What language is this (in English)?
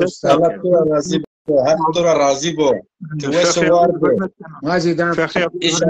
Zaza